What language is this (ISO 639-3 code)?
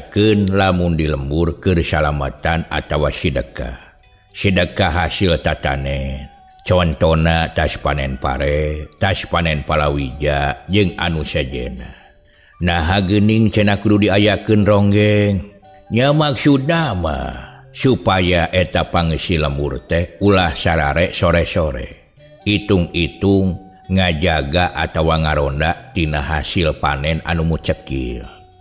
sun